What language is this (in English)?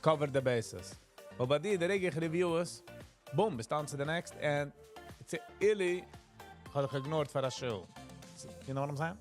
Yiddish